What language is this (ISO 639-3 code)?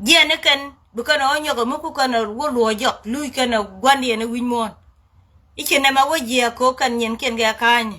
nus